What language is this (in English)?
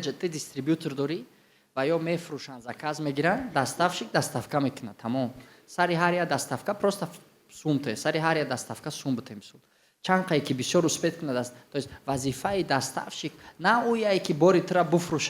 Tajik